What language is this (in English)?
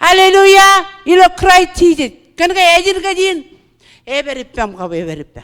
Marshallese